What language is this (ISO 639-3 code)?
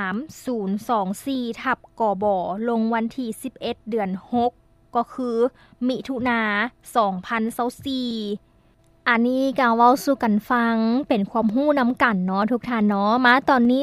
lao